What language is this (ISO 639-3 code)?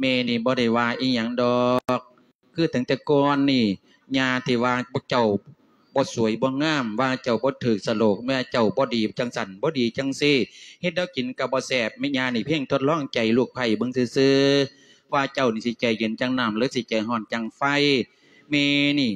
lao